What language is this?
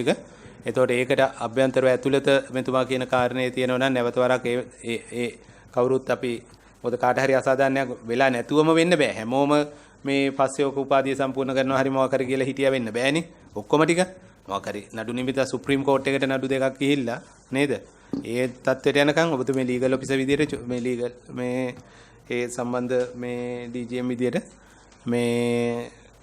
Sinhala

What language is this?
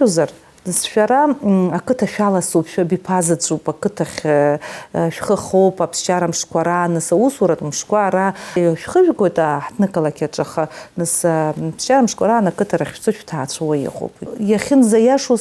Abkhazian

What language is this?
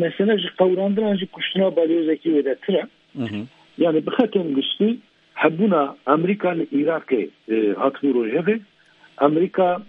Kurdish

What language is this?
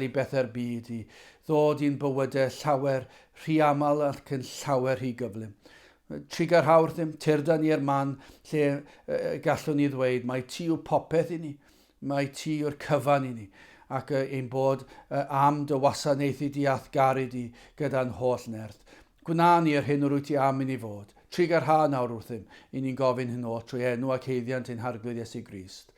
Welsh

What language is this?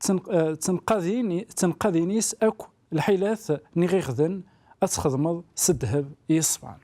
Kabyle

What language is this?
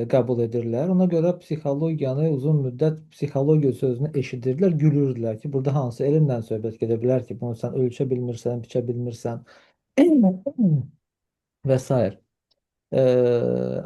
Azerbaijani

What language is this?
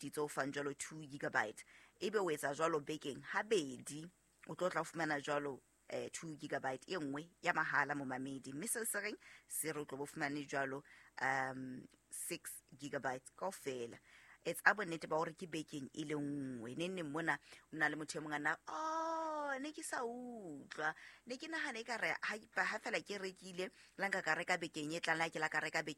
Southern Sotho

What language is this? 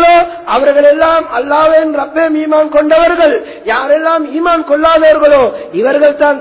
Tamil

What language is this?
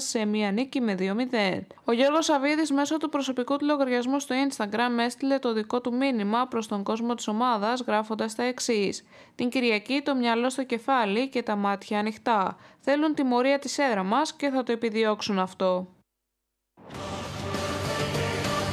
Greek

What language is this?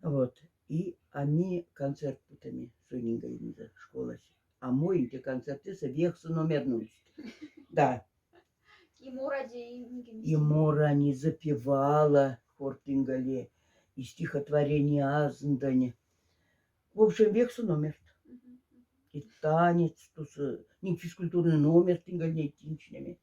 Moksha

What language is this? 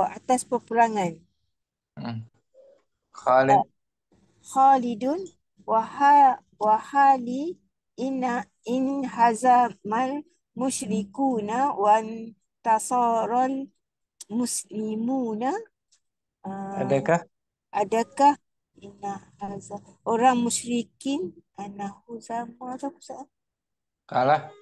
Malay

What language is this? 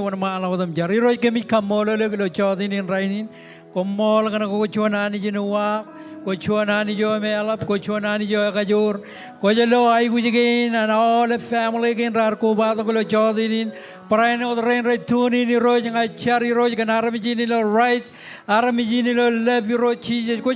Marshallese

